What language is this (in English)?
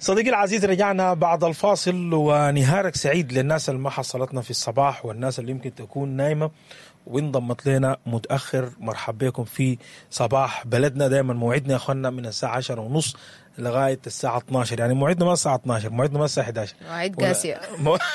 Sudanese Arabic